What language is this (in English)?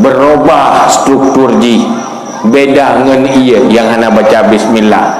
Achinese